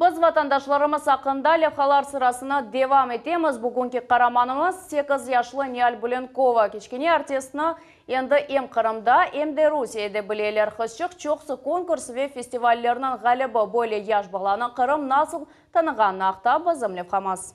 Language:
Crimean Tatar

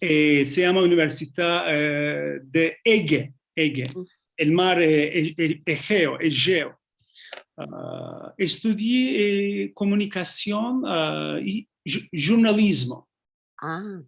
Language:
Ladino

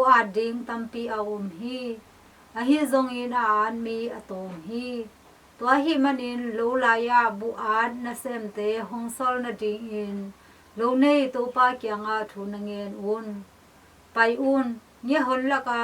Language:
Tedim Chin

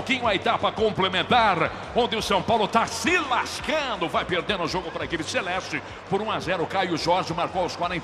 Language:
Portuguese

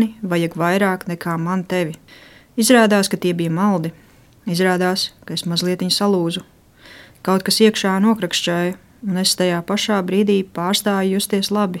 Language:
Latvian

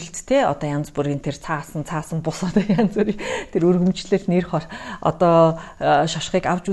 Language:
Mongolian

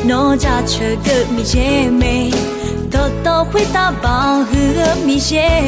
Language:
Akha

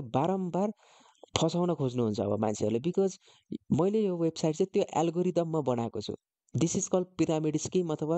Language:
Nepali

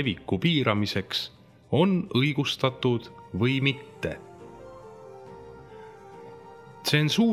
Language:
Estonian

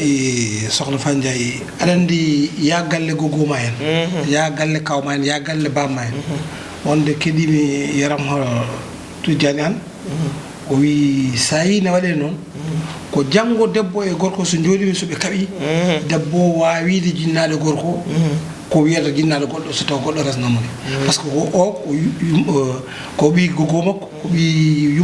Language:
Fula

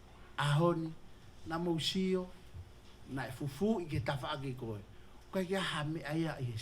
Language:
Tongan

